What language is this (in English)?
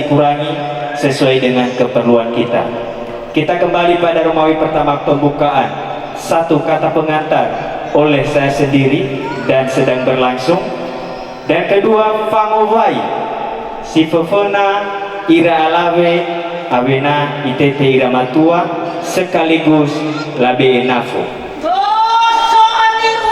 Nias